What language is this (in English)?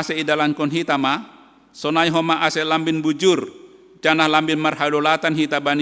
Batak Simalungun